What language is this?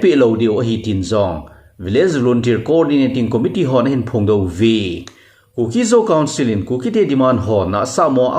Thado Chin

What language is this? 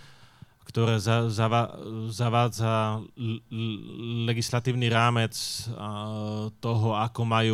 Slovak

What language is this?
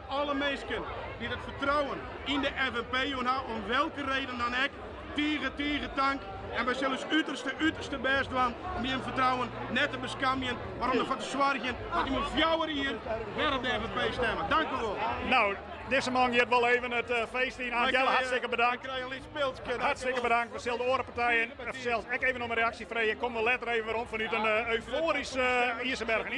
Western Frisian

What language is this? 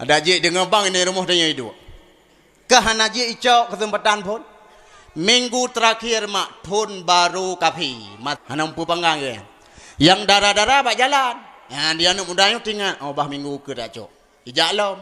Achinese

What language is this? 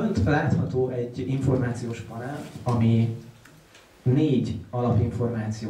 Hungarian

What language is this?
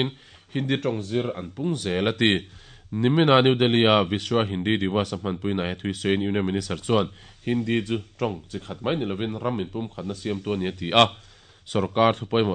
Mizo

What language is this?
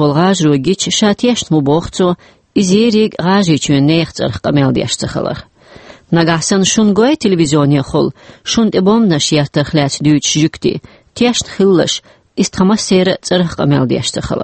Chechen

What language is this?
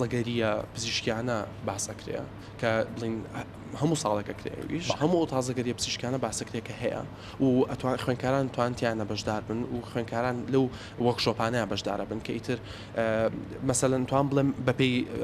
Central Kurdish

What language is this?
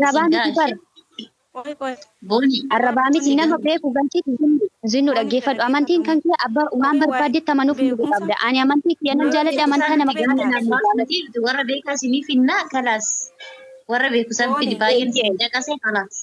Oromo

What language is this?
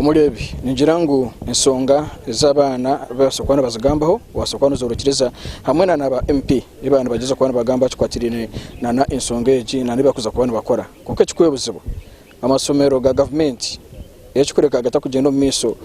Nyankole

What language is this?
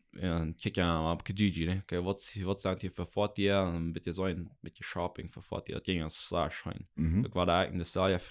Plautdietsch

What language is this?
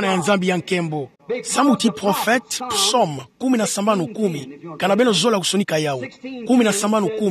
Kituba (Democratic Republic of Congo)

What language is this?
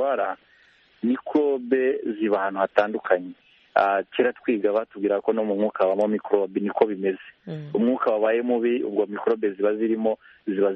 Kinyarwanda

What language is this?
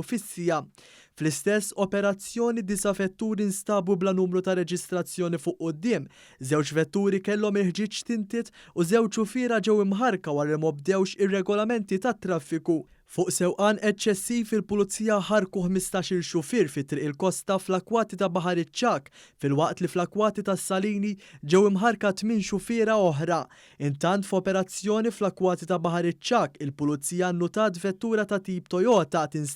Maltese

